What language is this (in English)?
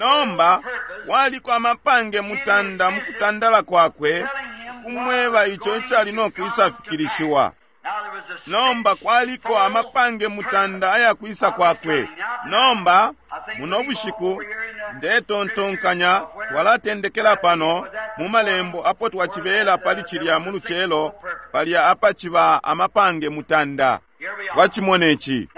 Bemba